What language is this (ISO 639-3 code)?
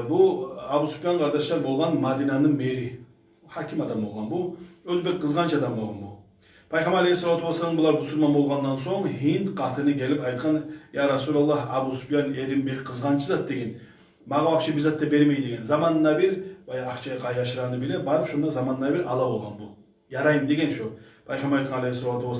kum